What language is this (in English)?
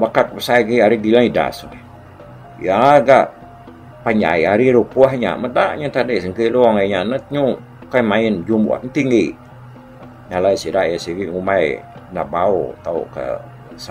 Iban